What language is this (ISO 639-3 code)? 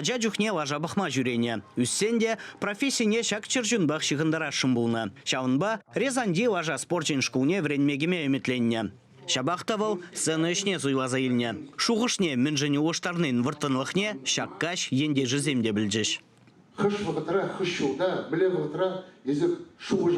chv